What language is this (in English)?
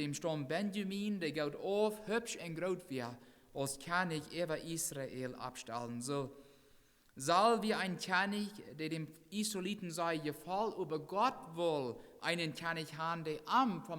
Plautdietsch